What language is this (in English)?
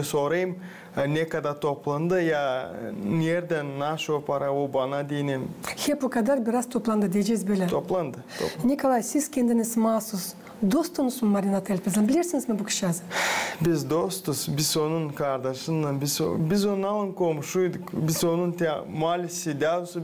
Gagauz